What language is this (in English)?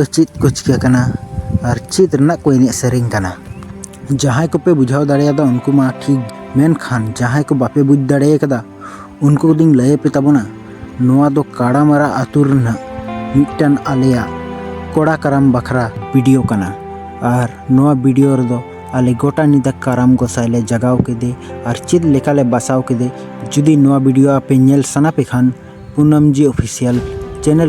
Santali